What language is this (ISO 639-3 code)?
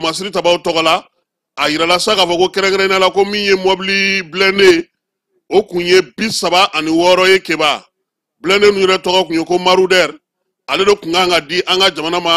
bam